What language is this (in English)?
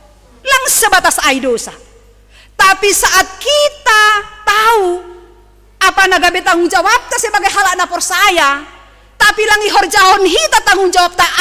Batak Simalungun